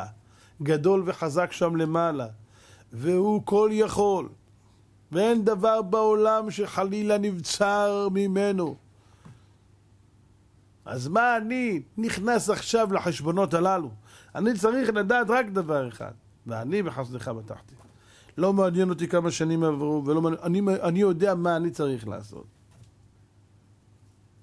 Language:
Hebrew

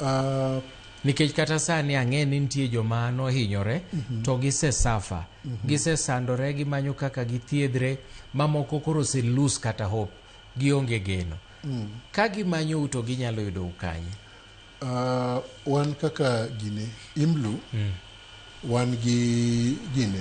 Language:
Luo (Kenya and Tanzania)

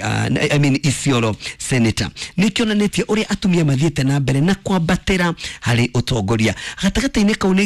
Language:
Kikuyu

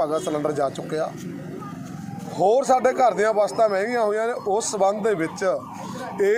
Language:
Punjabi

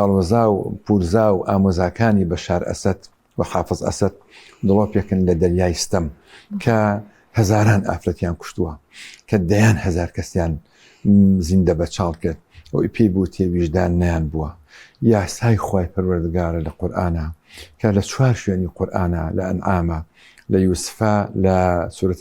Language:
Central Kurdish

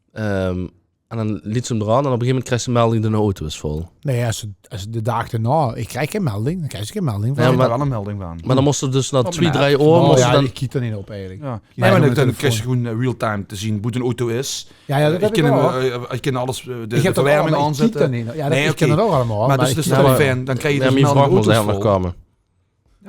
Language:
Limburgish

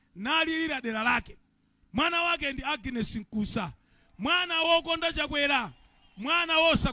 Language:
Nyanja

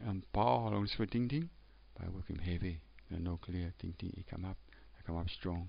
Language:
Tok Pisin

